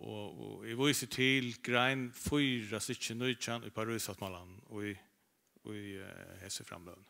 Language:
Faroese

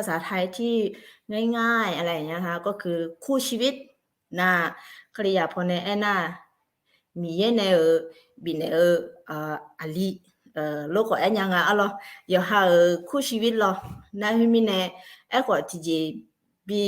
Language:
Akha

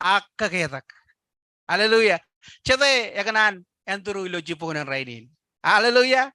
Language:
Marshallese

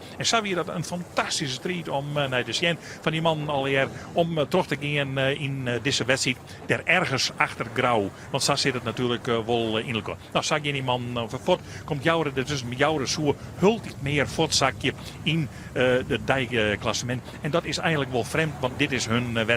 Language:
Western Frisian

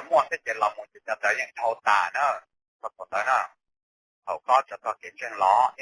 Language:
Hmong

